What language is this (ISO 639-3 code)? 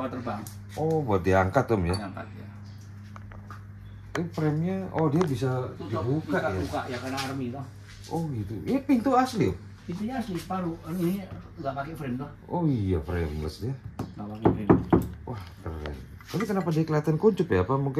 ind